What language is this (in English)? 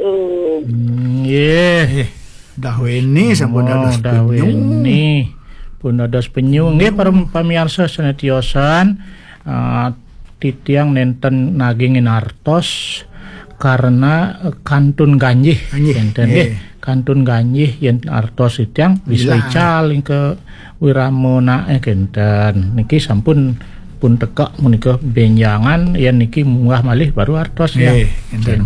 Balinese